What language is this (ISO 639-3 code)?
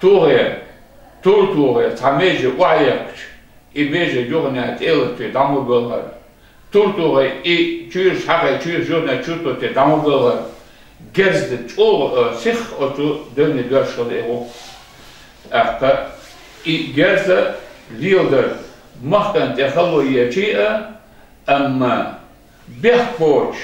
che